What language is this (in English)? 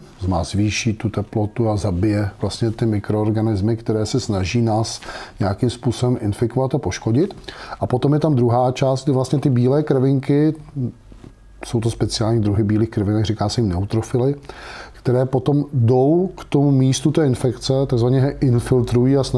Czech